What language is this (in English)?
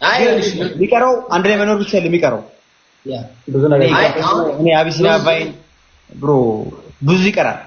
Amharic